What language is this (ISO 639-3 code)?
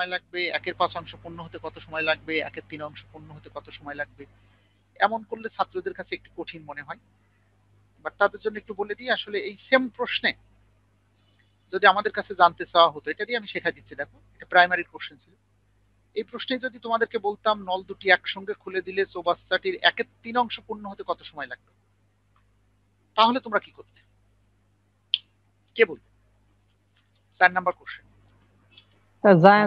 ben